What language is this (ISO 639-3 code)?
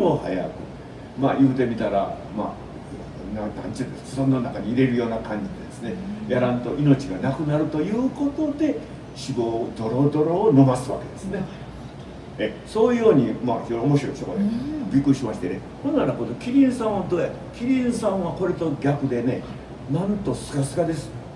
jpn